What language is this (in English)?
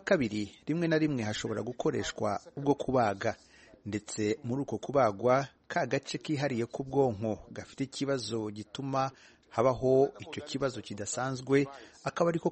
Kinyarwanda